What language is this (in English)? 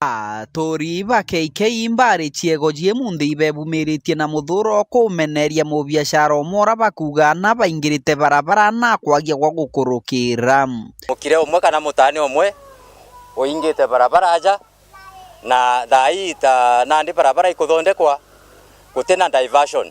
Meru